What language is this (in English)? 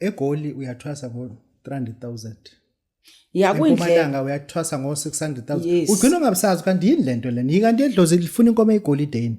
Zulu